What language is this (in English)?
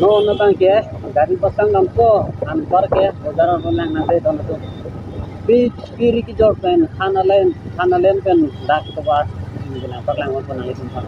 Karbi